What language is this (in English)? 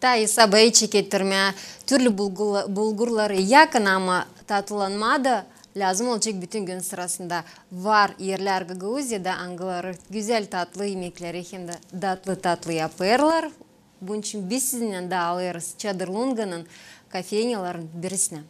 Gagauz